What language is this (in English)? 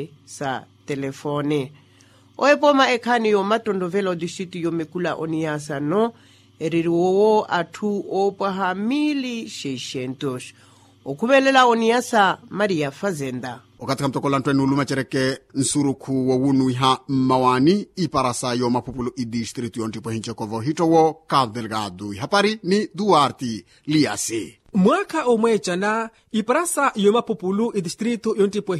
Makhuwa